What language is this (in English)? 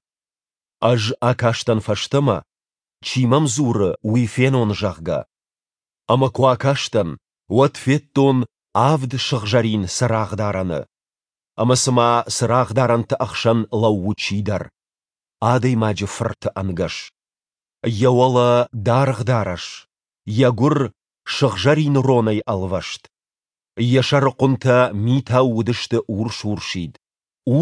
Ossetic